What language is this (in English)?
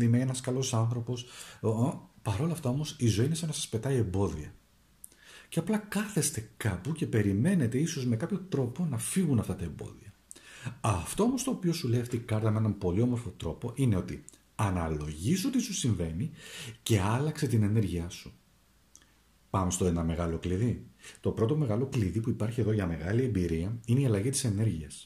Greek